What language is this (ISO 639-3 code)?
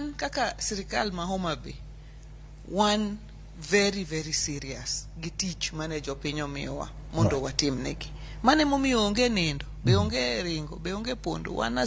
luo